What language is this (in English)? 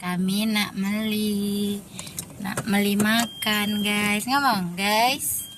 Musi